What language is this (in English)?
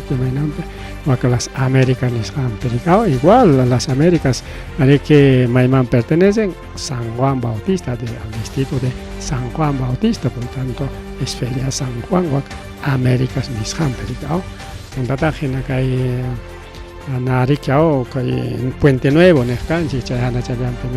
Ayacucho Quechua